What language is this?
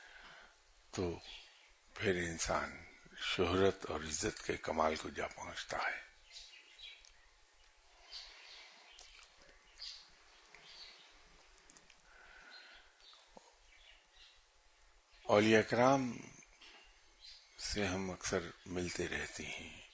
Urdu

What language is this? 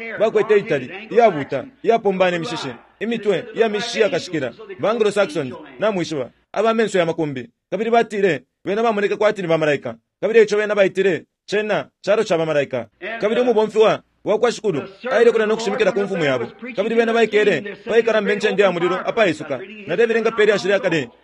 Bemba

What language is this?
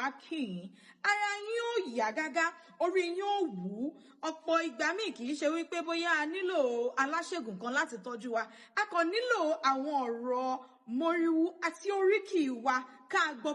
Yoruba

